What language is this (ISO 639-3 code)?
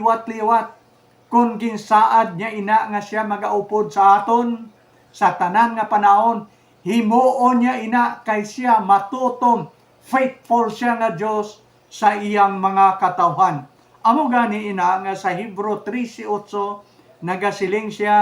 hil